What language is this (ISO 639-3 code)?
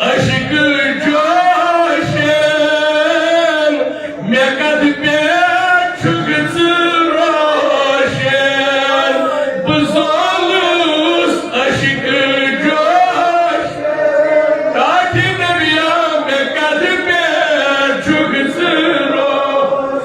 kas